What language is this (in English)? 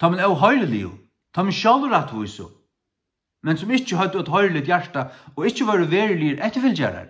Faroese